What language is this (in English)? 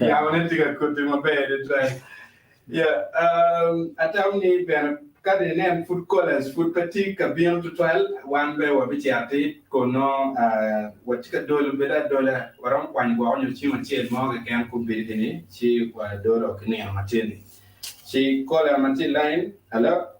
Acoli